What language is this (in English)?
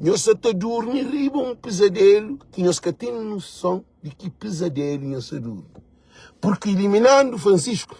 Kabuverdianu